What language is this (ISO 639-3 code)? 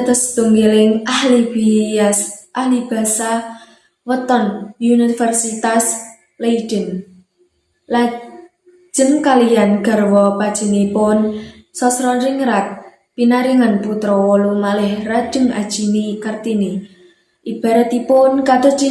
jav